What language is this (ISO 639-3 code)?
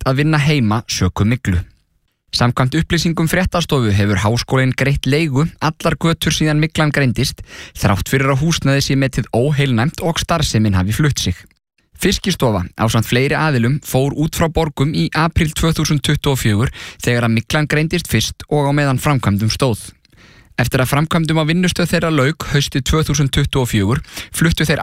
isl